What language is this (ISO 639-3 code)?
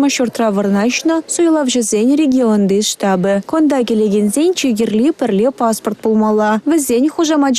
chv